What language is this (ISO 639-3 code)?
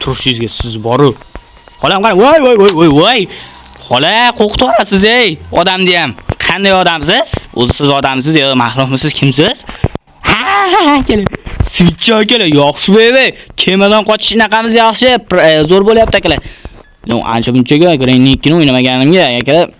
uzb